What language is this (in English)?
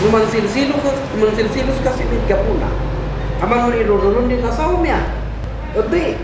Kankanaey